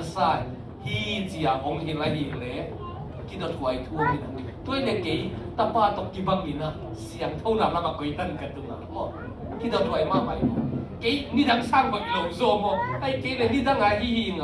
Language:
Tedim Chin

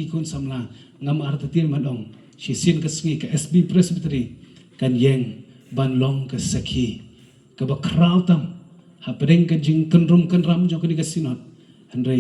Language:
Khasi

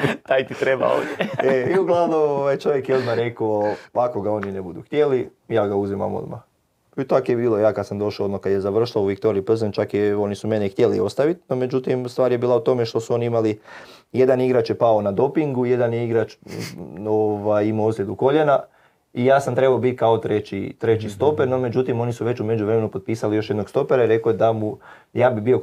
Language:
Croatian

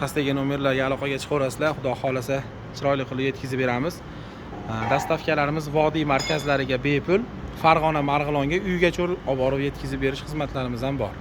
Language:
Uzbek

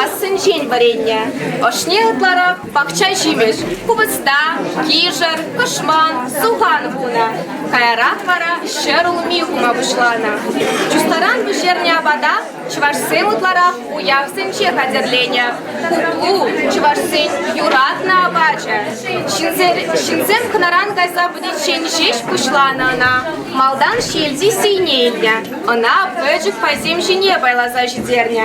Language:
Chuvash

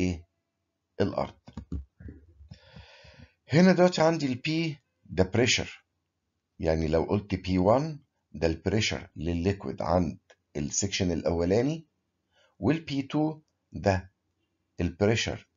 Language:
Egyptian Arabic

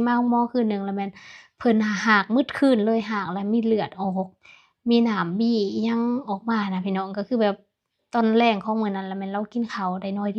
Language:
Lao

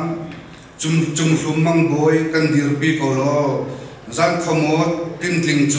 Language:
Hakha Chin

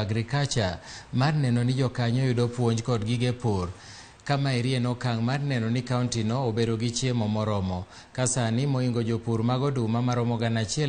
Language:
Luo (Kenya and Tanzania)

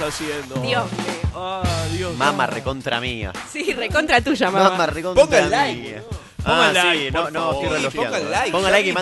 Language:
Spanish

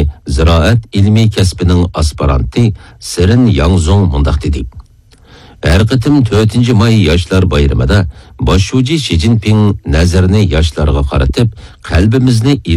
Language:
Uyghur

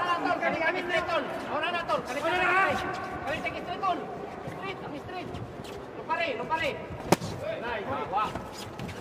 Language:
Malay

